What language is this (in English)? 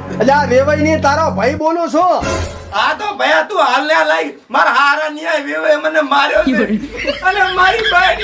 Gujarati